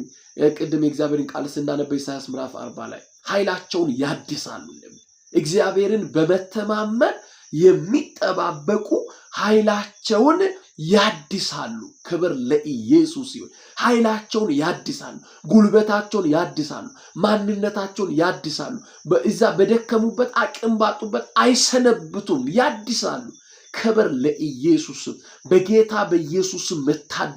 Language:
Amharic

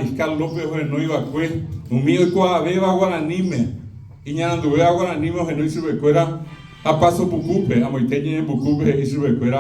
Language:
Guarani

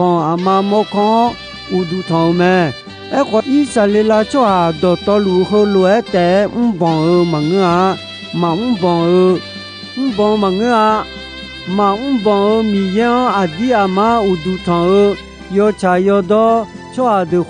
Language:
Akha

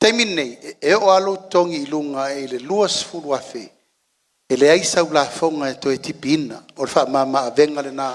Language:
Samoan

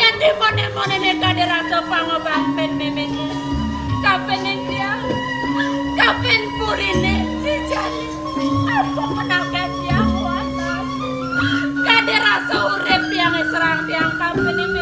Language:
Balinese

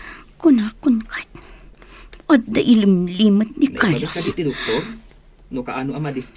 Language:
Iloko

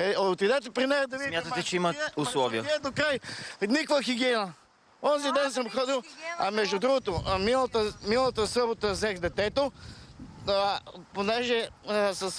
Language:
Bulgarian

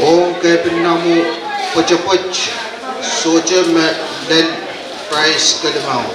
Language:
Pohnpeian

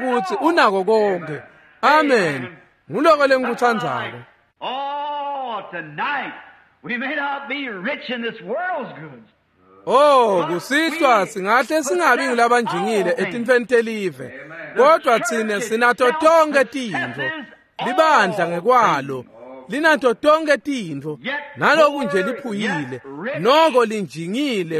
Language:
Swati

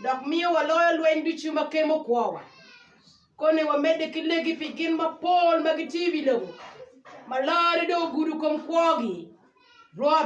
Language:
Acoli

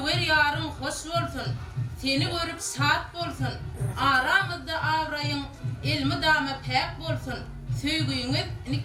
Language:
Turkmen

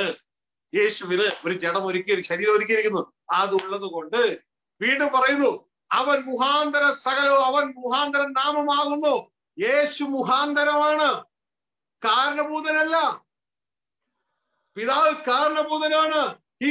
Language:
Malayalam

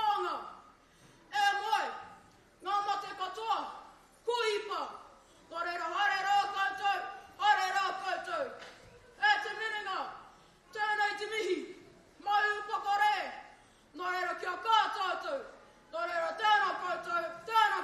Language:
Māori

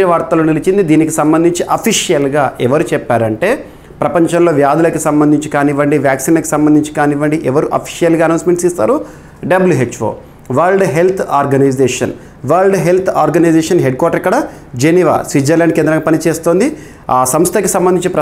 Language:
Telugu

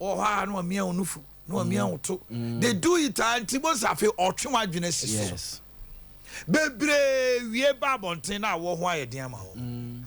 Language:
Akan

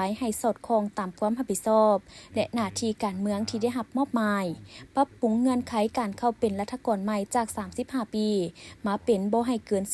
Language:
Lao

